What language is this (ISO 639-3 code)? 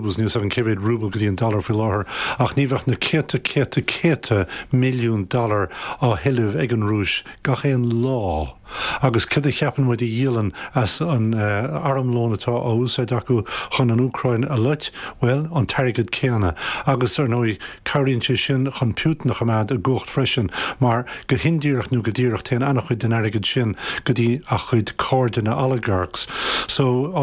gle